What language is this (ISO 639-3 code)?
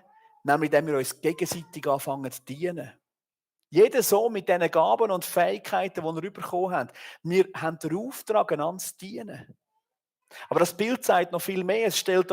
gsw